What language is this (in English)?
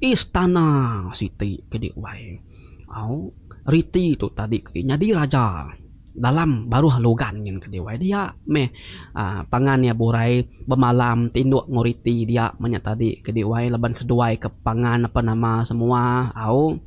Iban